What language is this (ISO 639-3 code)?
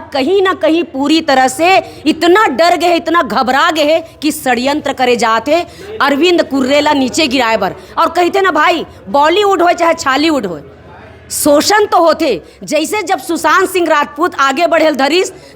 hne